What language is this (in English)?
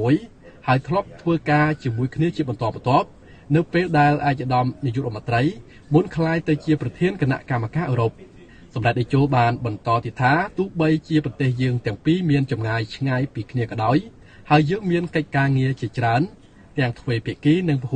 Khmer